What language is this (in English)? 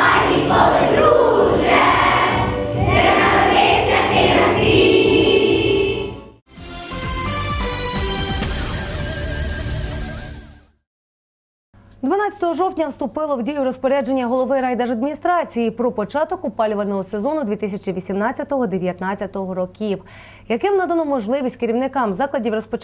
Ukrainian